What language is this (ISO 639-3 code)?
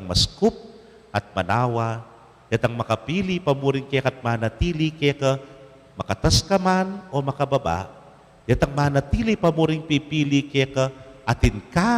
pam